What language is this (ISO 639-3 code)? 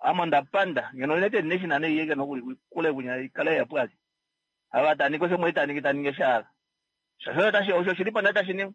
kua